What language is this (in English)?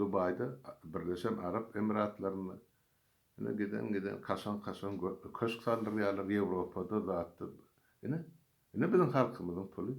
Turkmen